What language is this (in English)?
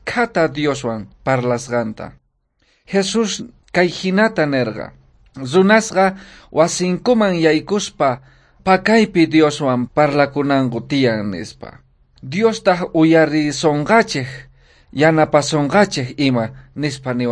South Bolivian Quechua